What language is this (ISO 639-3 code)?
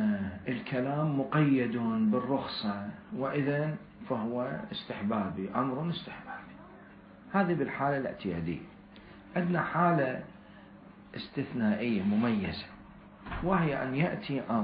acm